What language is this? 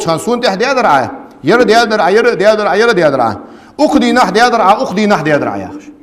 Ingush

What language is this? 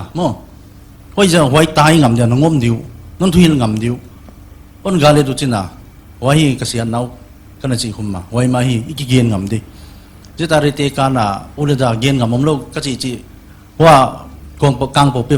Paite Chin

